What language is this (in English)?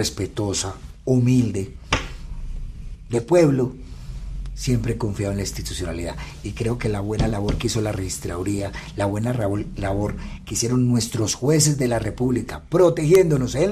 Spanish